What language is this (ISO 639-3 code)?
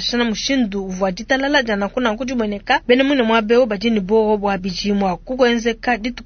lua